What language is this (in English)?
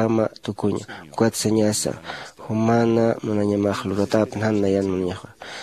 Aymara